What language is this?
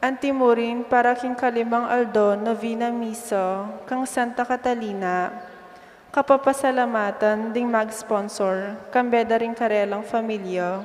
Pampanga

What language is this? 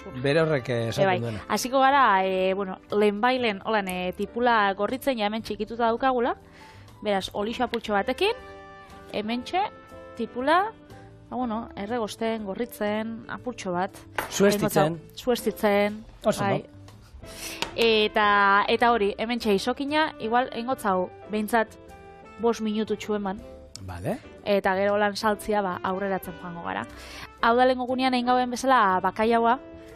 Basque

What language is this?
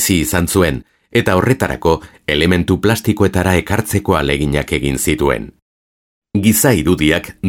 Basque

